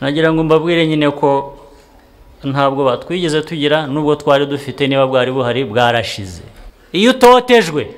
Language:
Kinyarwanda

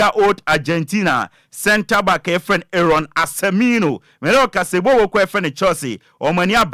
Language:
Akan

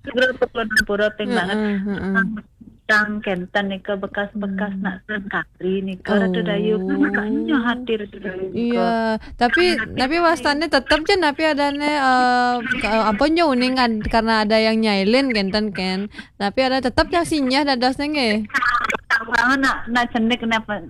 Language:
Balinese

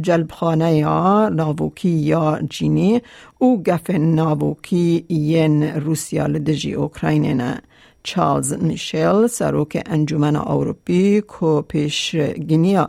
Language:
Kurdish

